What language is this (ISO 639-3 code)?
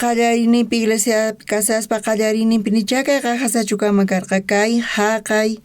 quh